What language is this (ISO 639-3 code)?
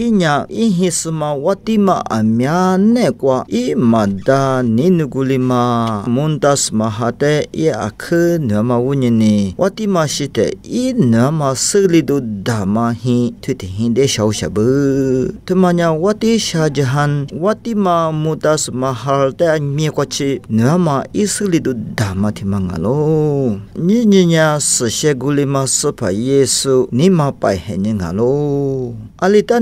lis